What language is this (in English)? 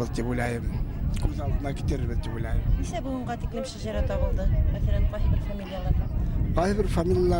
Bashkir